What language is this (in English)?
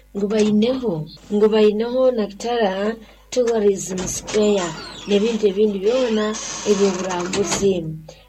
Nyoro